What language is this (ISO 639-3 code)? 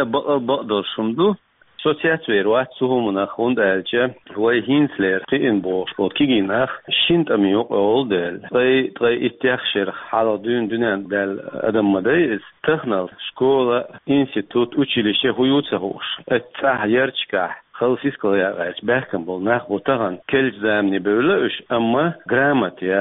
che